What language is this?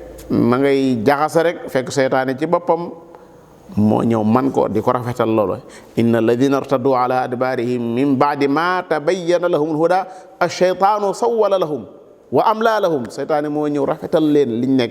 Wolof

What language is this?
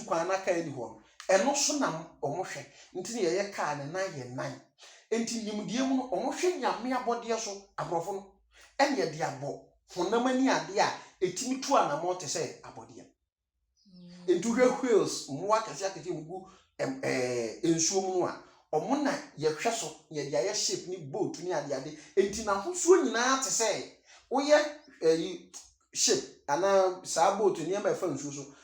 Akan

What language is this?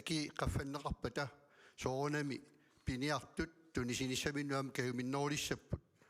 Kalaallisut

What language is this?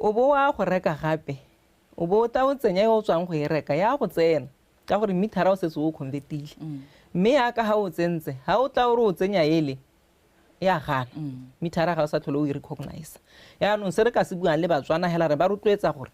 Tswana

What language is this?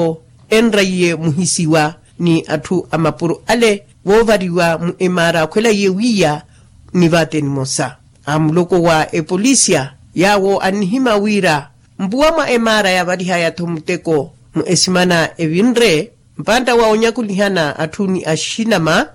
Makhuwa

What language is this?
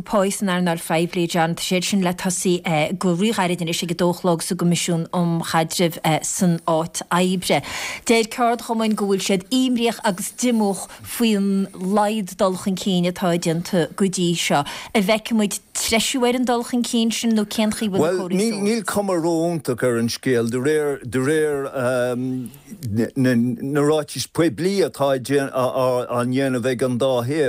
Irish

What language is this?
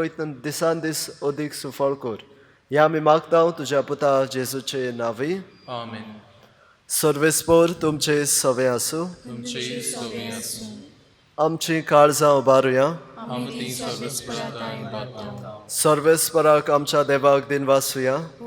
Konkani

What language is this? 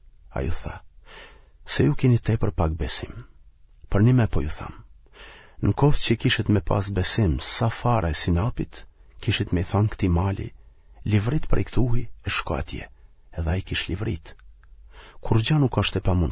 Albanian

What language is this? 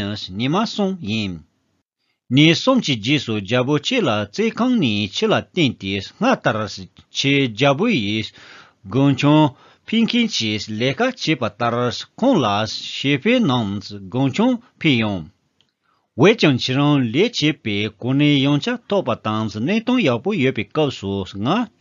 Tibetan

